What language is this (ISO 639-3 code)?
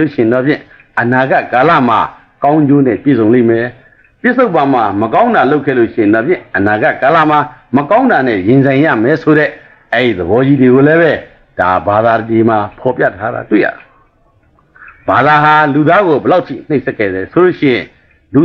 mya